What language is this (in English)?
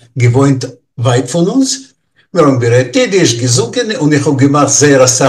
Yiddish